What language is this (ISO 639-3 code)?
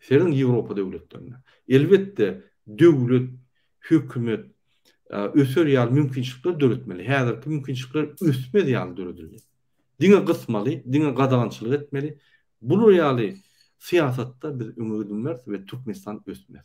tuk